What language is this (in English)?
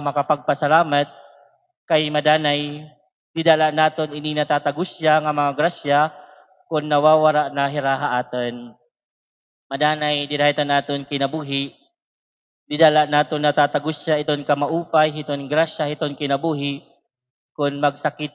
Waray